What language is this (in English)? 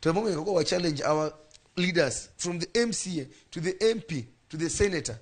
Luo (Kenya and Tanzania)